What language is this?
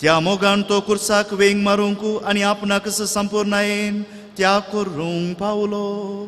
Konkani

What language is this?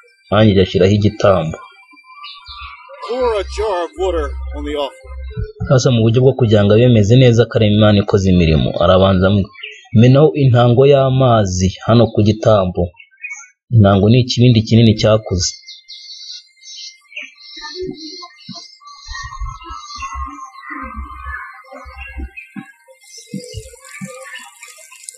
Kinyarwanda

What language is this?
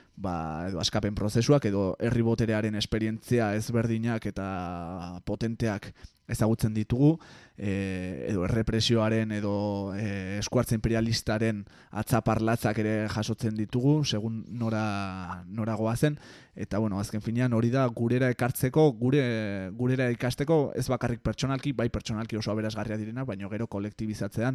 Basque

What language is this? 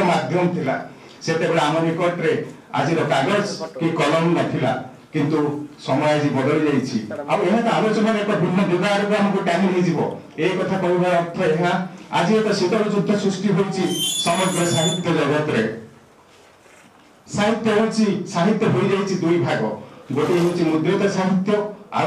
Odia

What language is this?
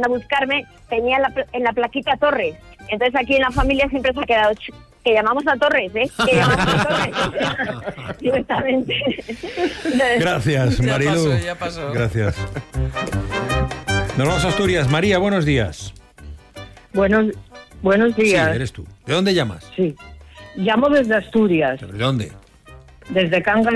Spanish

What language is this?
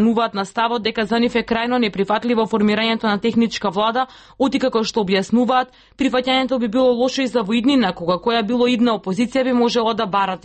Macedonian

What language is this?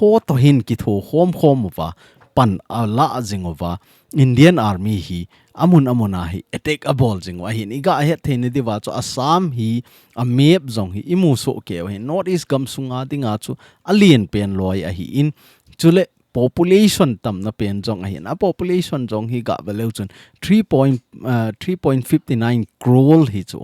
Thado Chin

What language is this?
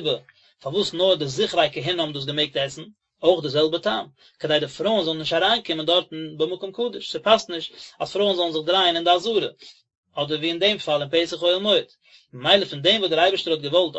Yiddish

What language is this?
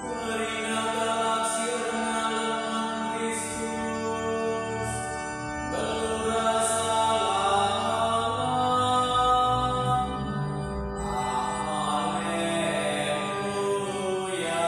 Batak Karo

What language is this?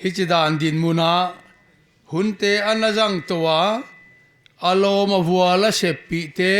Paite Chin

